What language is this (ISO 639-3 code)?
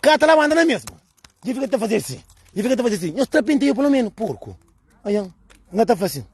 kea